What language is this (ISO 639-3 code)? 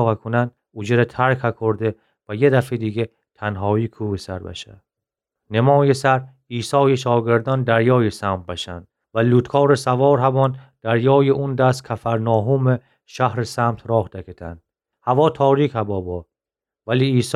glk